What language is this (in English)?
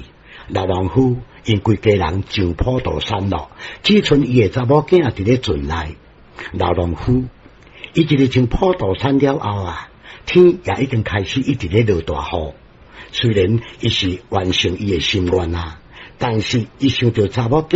Min Nan Chinese